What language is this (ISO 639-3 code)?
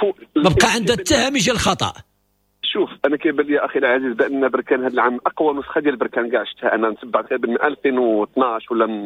ary